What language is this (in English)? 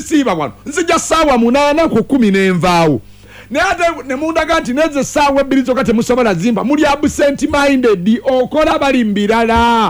Ganda